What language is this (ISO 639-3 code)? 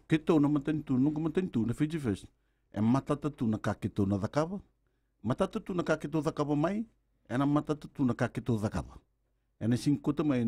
fij